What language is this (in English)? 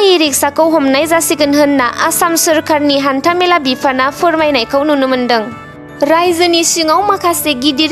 Bodo